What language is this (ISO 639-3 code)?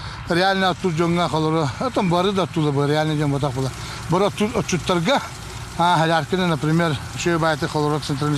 sah